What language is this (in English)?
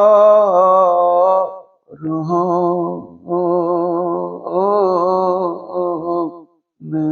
Kashmiri